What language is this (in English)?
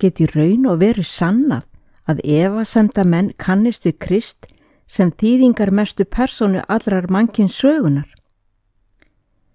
Icelandic